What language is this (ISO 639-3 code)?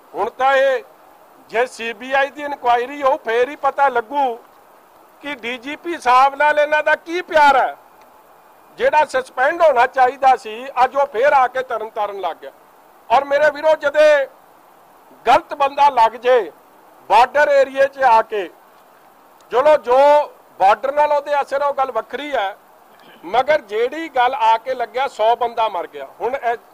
pan